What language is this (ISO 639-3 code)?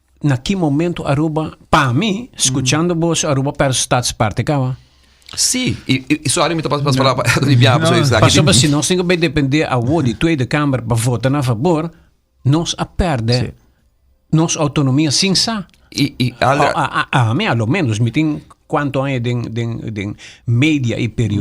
pap